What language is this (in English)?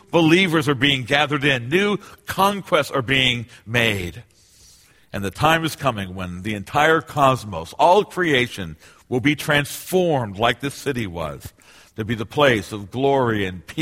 English